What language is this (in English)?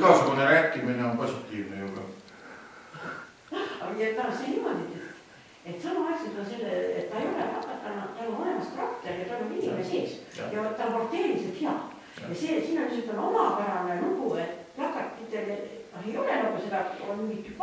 Estonian